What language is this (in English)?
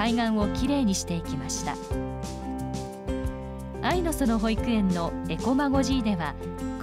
Japanese